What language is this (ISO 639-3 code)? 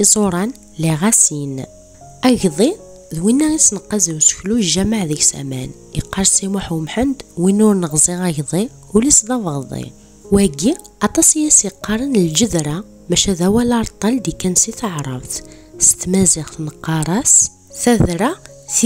kab